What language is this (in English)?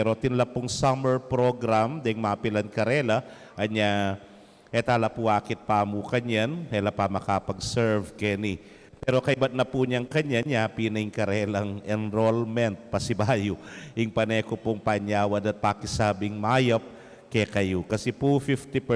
Pampanga